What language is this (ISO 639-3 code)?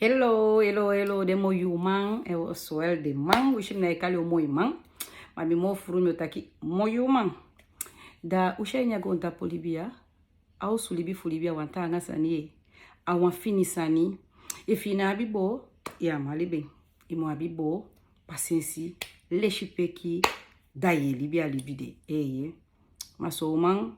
srn